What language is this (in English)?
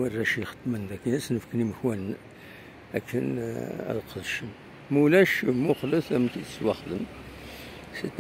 Kabyle